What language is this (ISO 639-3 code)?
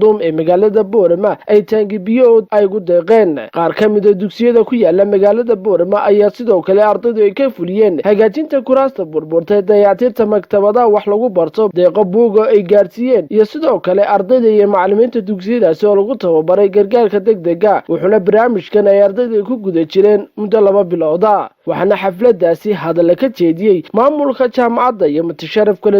som